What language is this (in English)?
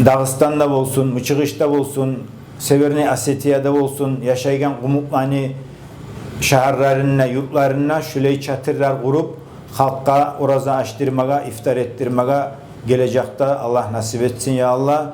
Kumyk